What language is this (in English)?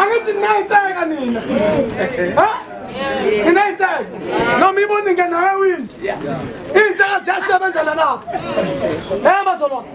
Zulu